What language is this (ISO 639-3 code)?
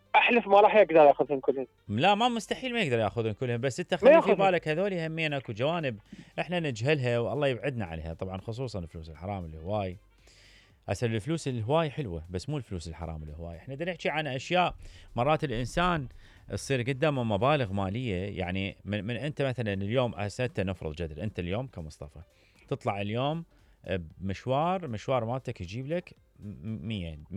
acm